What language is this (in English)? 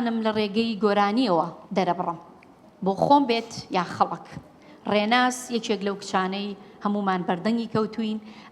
Central Kurdish